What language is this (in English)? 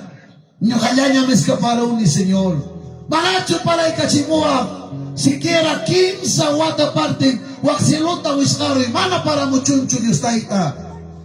Ayacucho Quechua